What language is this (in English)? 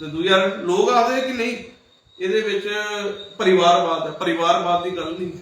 Dogri